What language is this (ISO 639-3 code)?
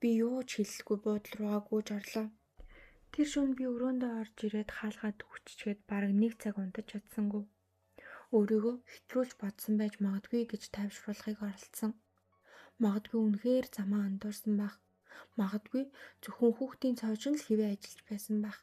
mon